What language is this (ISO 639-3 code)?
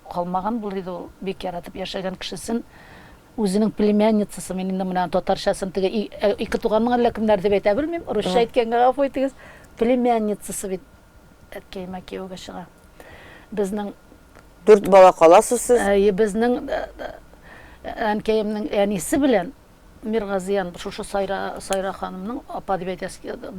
tat